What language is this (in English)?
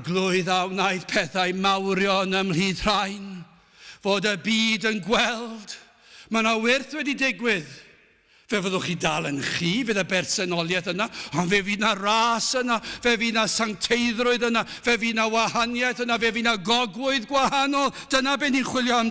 Welsh